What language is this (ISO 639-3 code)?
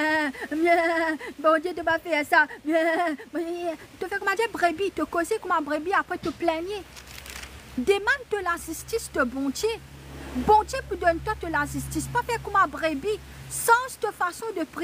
mfe